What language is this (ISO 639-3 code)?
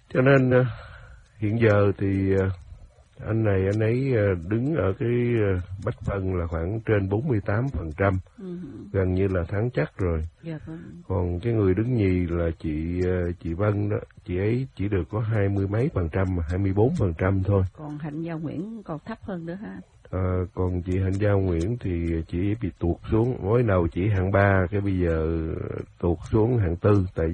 vie